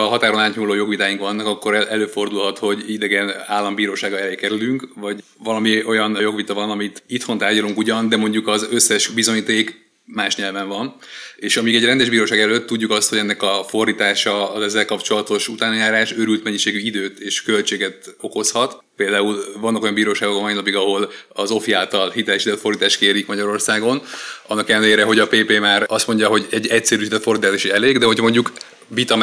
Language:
Hungarian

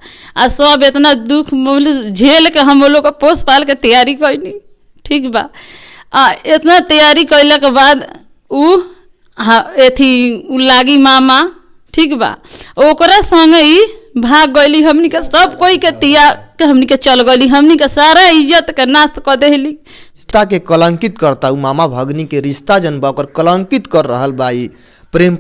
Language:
Bhojpuri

